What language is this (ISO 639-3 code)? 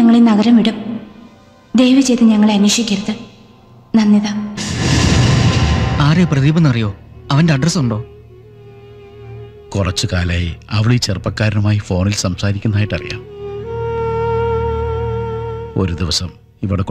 mal